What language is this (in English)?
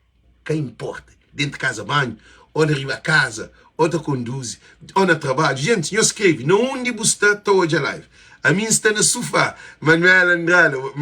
Kabuverdianu